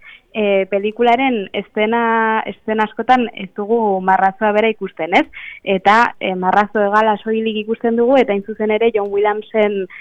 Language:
Basque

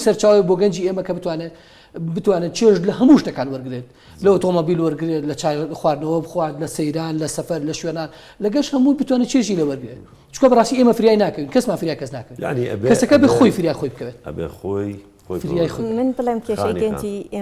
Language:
Central Kurdish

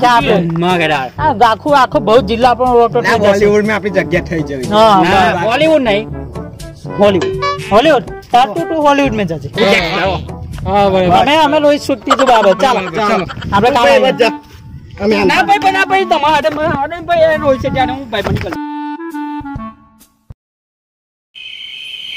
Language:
Gujarati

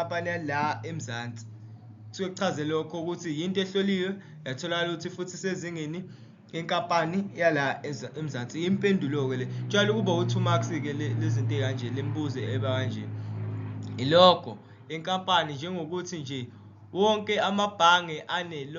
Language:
Zulu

